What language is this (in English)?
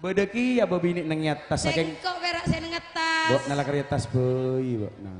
Madurese